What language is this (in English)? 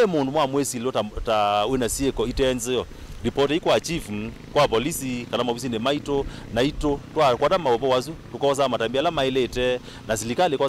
Kamba